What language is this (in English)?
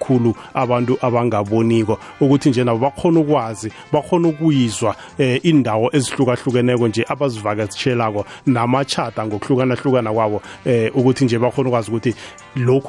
South Ndebele